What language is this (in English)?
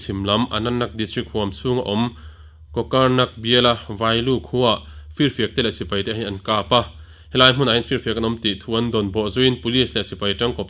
Mizo